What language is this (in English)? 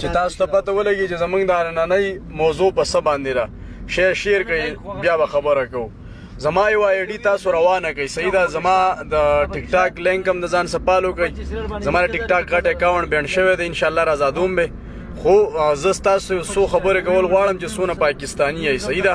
Pashto